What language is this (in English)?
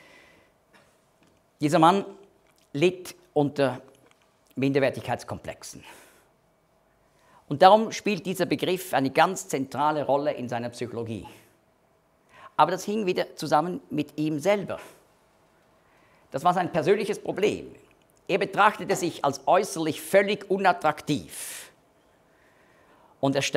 German